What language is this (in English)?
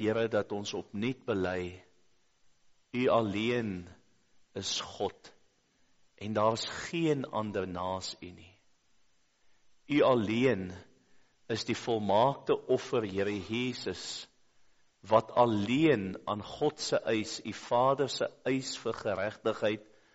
Afrikaans